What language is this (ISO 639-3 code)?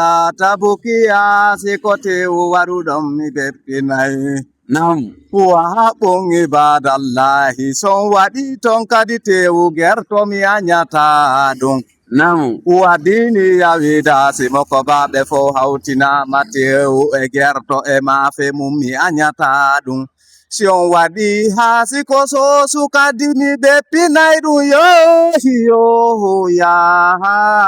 ful